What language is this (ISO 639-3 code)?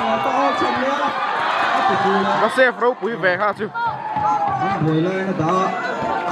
lus